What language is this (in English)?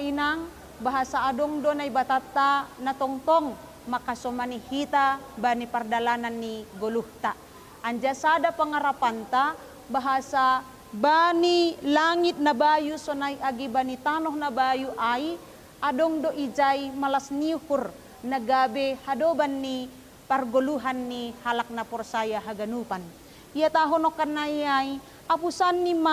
Batak Simalungun